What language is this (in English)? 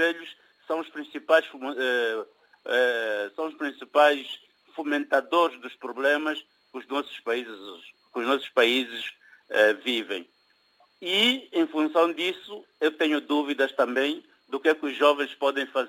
Portuguese